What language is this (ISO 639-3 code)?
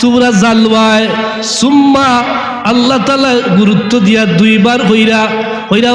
syl